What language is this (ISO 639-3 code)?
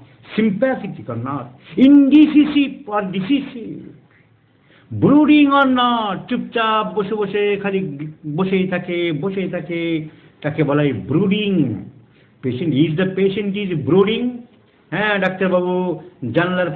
ben